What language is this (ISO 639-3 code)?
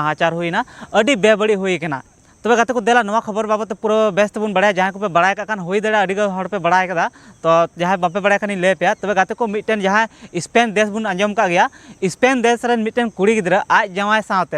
sat